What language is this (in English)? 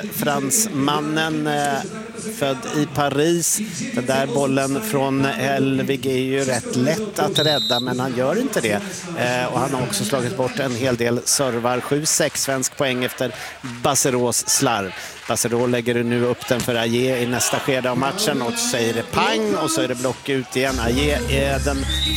Swedish